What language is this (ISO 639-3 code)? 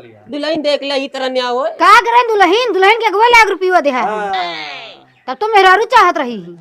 awa